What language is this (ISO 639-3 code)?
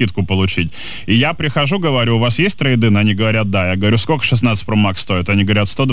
rus